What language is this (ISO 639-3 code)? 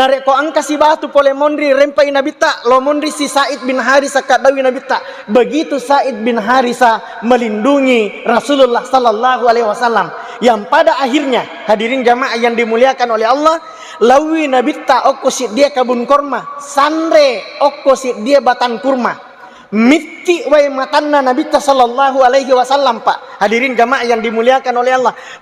bug